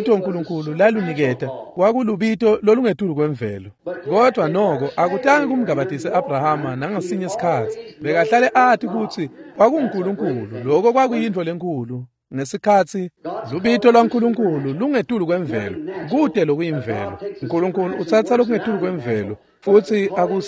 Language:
Swati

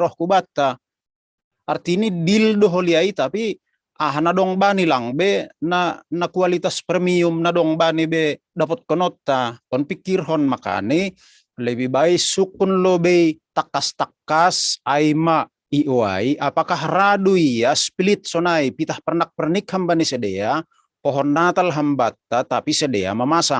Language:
Batak Simalungun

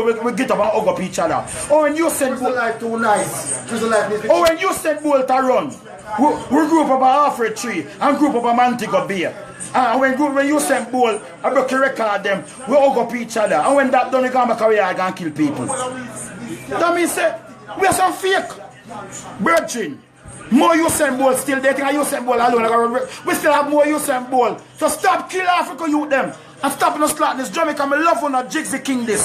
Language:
Jamaican Creole English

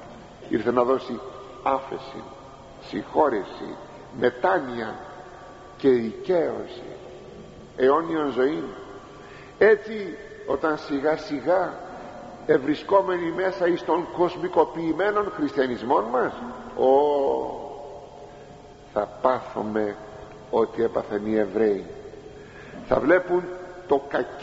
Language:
Greek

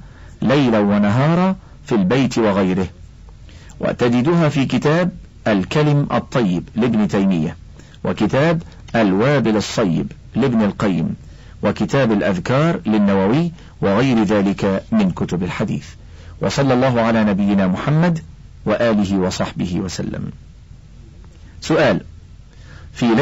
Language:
Arabic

